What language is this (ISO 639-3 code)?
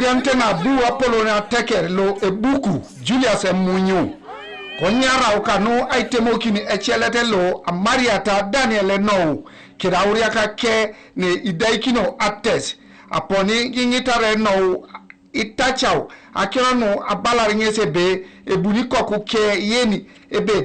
teo